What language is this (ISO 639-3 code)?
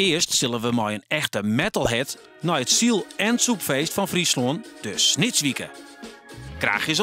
fry